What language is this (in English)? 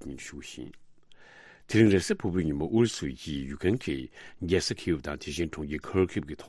Tibetan